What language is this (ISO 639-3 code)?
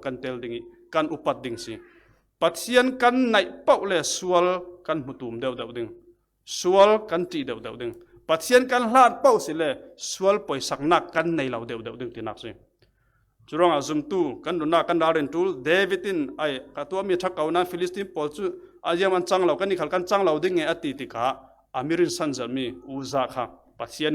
cfm